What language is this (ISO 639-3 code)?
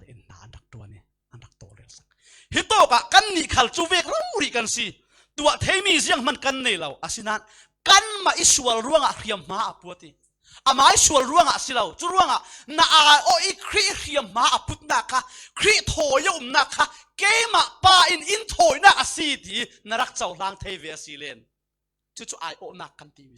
cfm